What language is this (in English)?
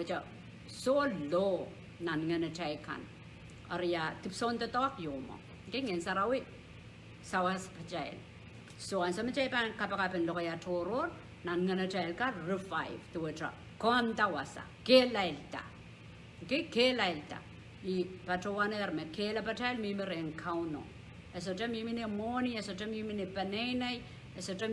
Pohnpeian